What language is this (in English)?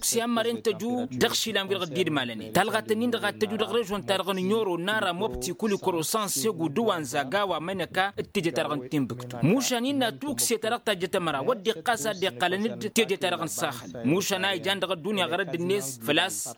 Tamasheq